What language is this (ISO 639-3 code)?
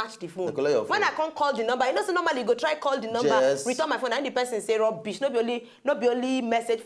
pcm